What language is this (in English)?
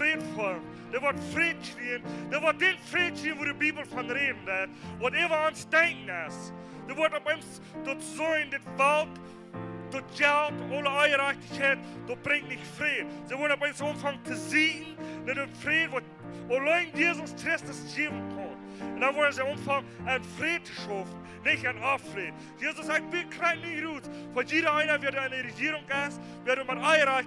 Plautdietsch